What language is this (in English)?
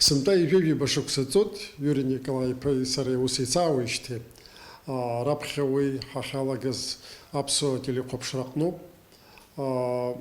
Abkhazian